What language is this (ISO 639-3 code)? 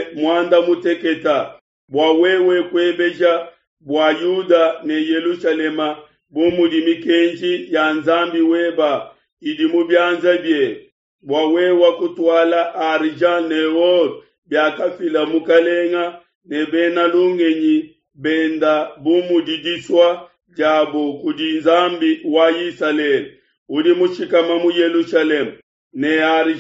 lua